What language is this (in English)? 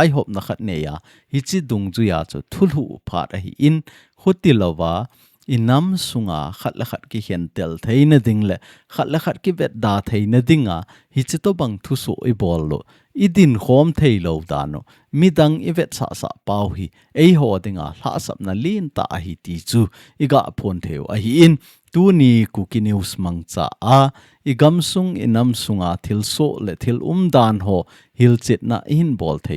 Thado Chin